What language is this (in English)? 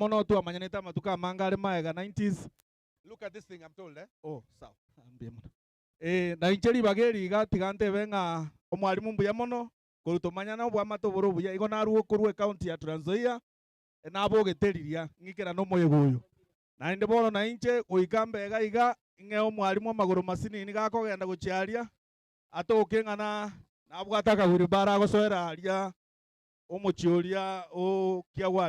Gusii